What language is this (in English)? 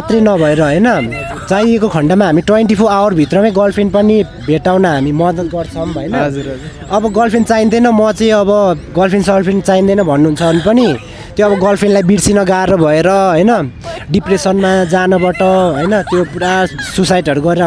Nepali